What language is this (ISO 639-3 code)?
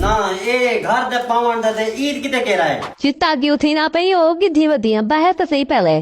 skr